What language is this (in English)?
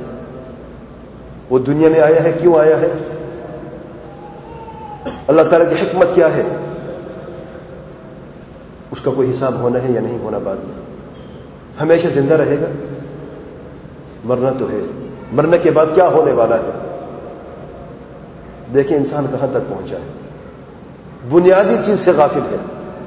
Urdu